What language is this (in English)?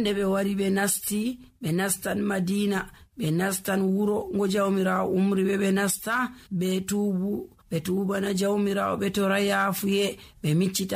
Nigerian Fulfulde